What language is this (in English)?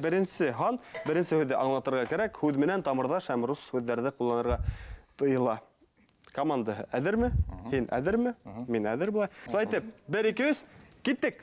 Bashkir